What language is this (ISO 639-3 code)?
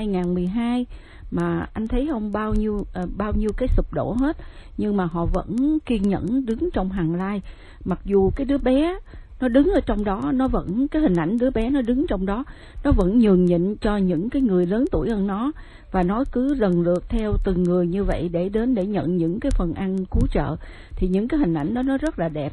vie